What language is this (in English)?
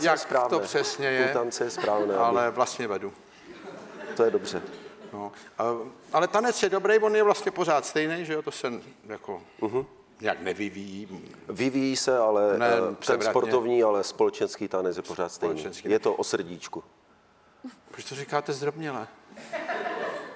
Czech